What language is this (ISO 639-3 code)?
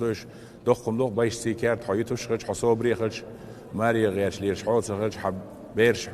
che